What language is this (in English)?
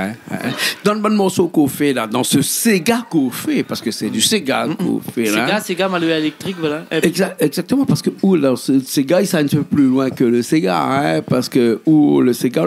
Réunion Creole French